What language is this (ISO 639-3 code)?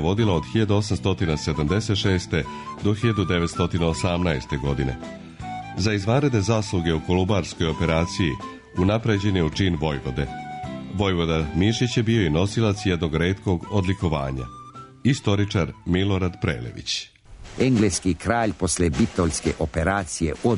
srp